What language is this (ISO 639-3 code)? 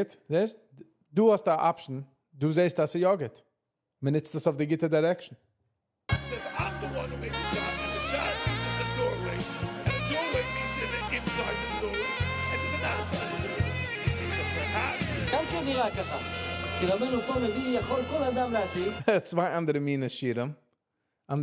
yid